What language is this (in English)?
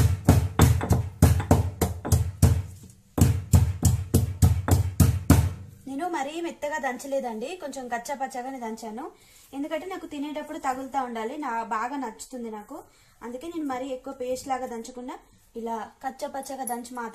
Telugu